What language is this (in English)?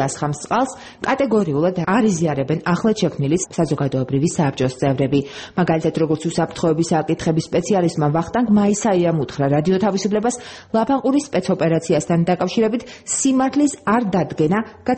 Georgian